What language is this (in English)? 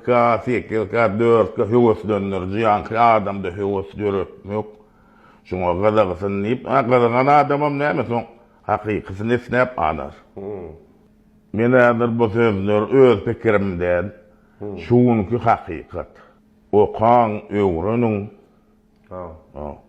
Turkmen